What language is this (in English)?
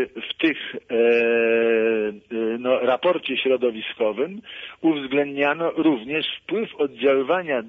Polish